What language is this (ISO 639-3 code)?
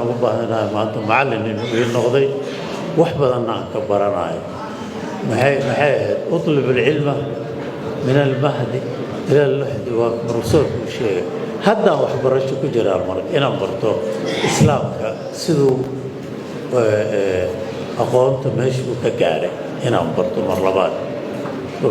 som